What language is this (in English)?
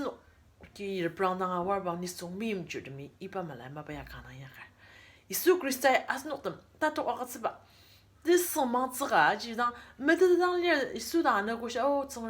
Ao Naga